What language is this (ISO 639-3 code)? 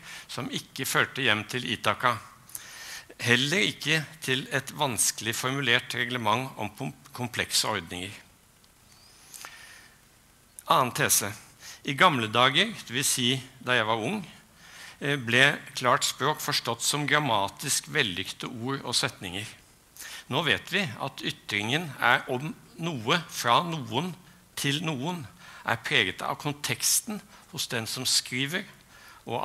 nor